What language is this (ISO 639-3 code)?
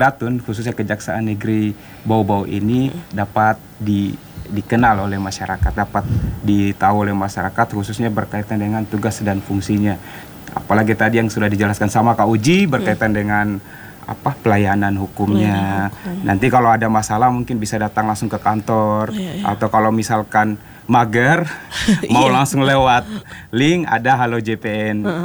ind